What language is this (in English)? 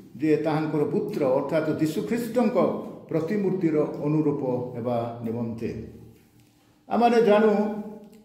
Odia